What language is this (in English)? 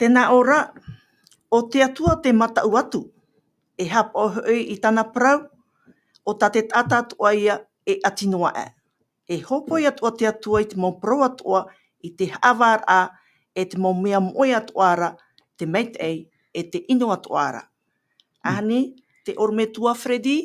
Tahitian